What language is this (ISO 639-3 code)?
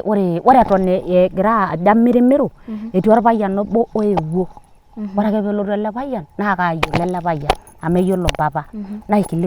mas